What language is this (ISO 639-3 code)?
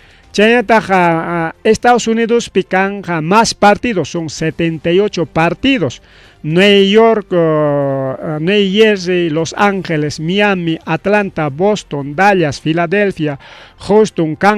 quy